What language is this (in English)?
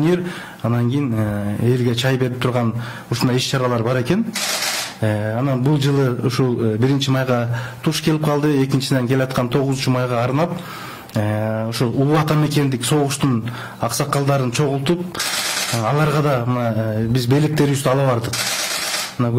Kyrgyz